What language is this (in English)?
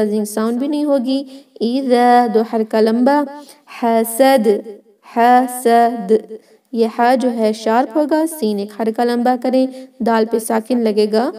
Urdu